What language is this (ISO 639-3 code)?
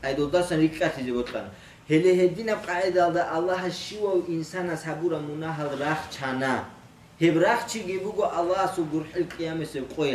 ava